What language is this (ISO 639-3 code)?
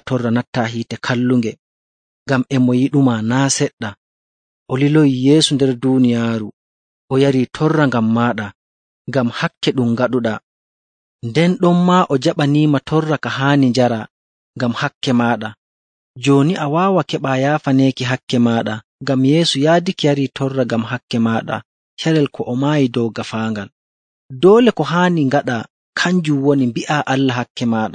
fuv